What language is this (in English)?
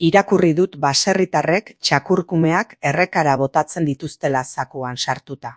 Basque